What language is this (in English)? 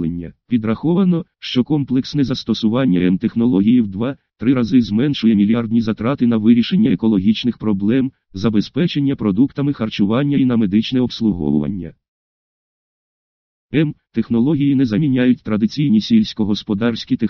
Ukrainian